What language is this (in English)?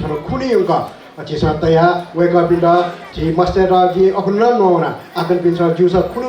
Newari